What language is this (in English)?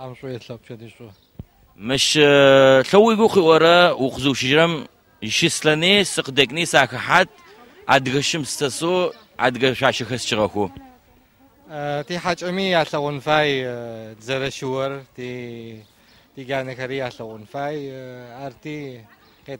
Adyghe